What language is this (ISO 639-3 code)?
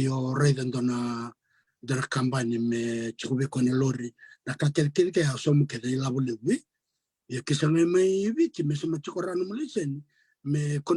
fij